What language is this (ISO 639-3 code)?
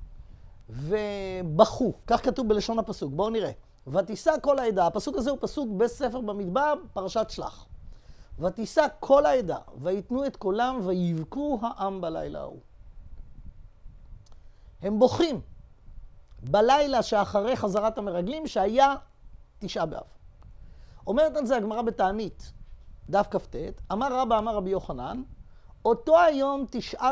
heb